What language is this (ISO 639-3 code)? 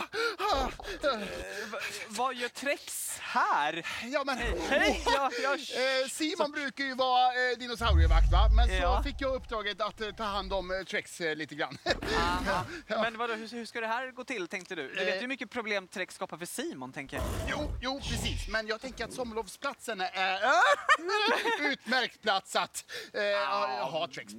swe